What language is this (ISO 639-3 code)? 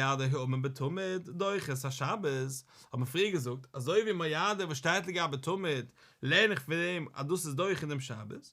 yid